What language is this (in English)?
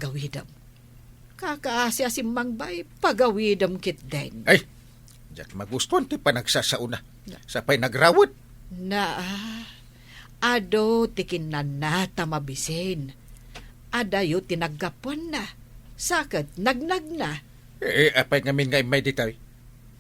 Iloko